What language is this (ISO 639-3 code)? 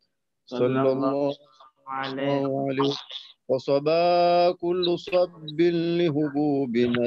ara